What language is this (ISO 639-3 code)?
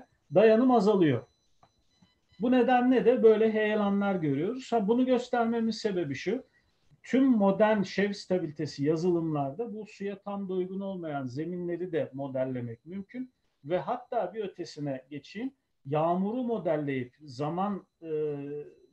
tur